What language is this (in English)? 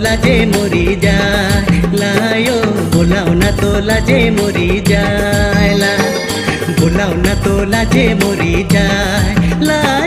Sadri